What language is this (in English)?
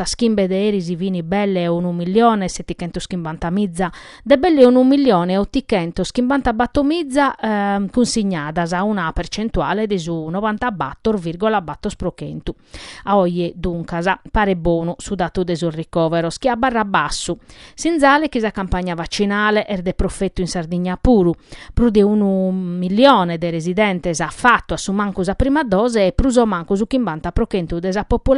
Sardinian